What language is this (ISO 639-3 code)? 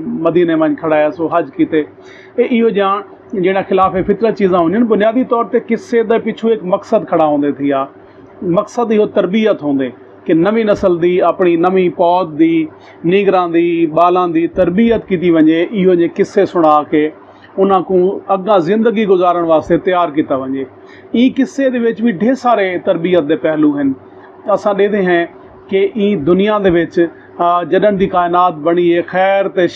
skr